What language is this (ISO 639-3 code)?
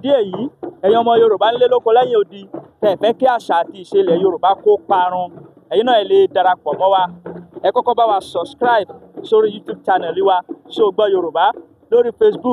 yor